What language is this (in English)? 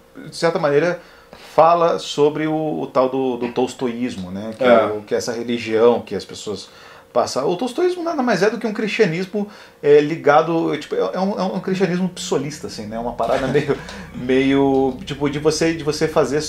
Portuguese